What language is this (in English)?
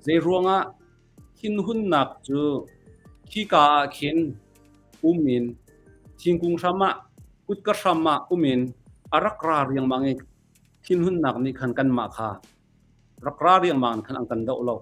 Hakha Chin